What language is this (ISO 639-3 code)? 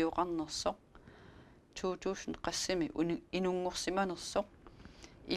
kal